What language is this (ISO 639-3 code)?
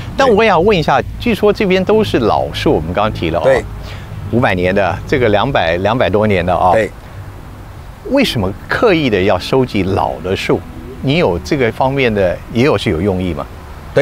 zho